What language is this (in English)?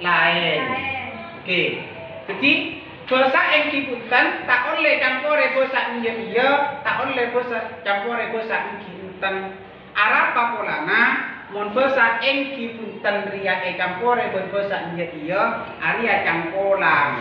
Madurese